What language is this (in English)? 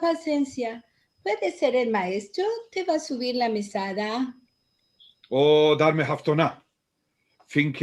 Ladino